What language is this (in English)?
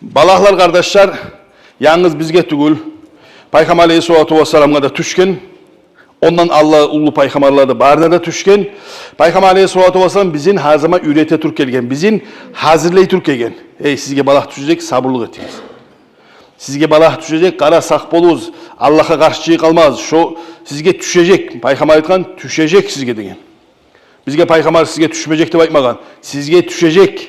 Kumyk